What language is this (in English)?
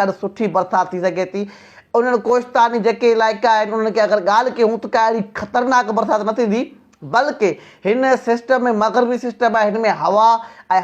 Sindhi